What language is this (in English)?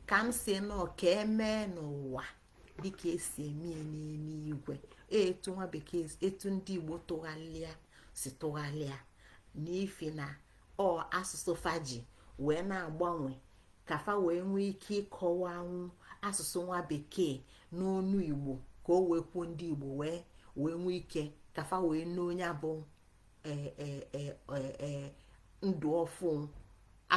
Igbo